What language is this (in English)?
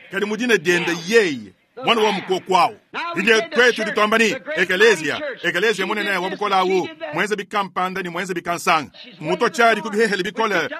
Luba-Lulua